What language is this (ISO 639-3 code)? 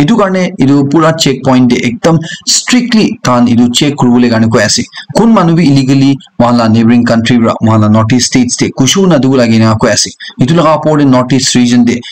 nag